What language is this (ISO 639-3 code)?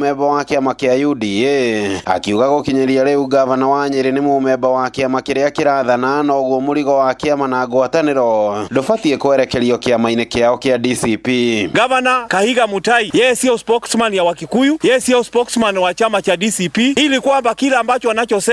kik